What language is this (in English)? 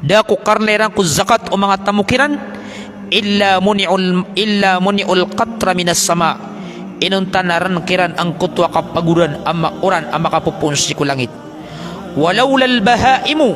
Maranao